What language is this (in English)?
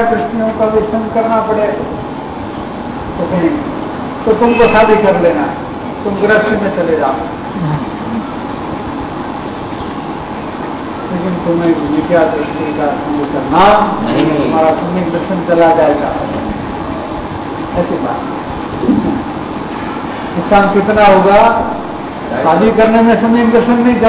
Hindi